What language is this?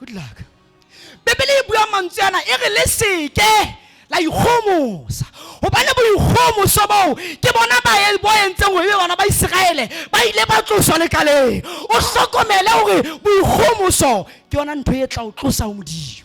Southern Sotho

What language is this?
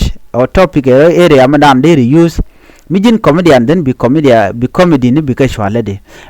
Nuer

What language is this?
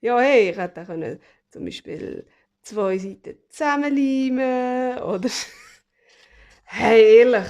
Swiss German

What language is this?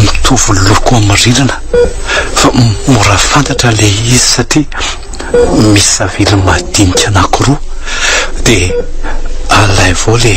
Malagasy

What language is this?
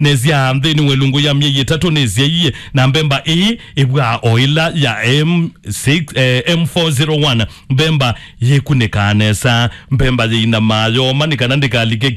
Kamba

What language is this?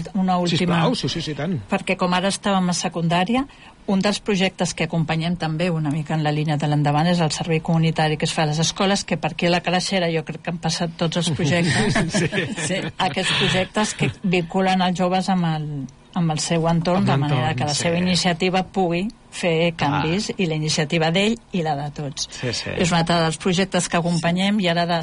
Catalan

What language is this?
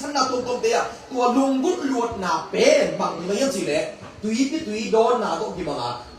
Tedim Chin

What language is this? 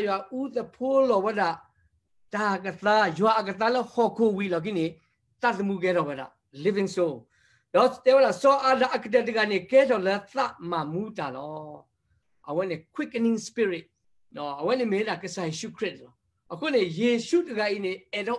S'gaw Karen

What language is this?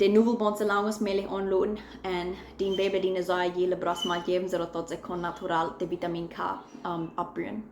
Plautdietsch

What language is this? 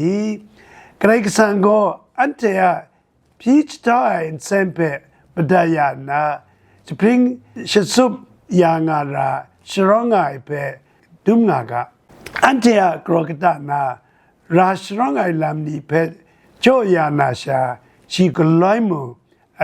Kachin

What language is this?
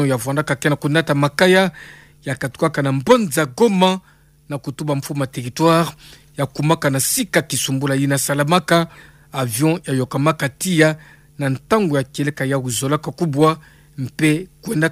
Kituba (Democratic Republic of Congo)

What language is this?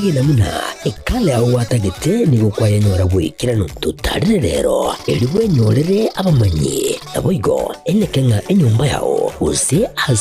Gusii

